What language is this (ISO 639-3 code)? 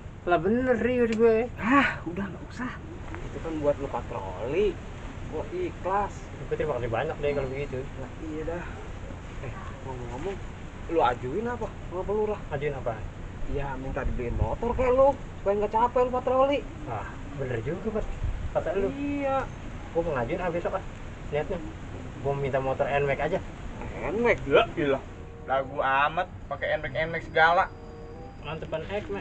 bew